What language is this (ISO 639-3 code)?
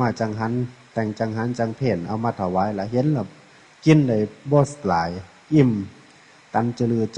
tts